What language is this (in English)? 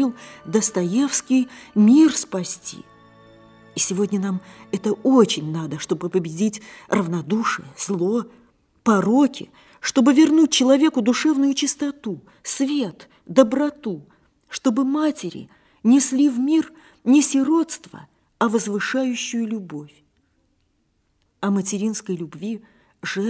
Russian